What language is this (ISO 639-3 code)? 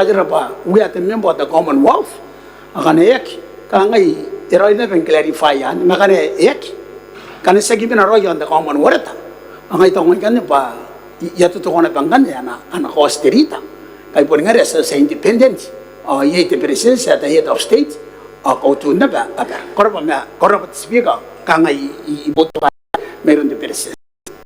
gil